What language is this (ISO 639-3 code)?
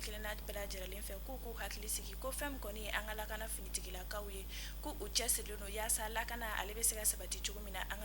bam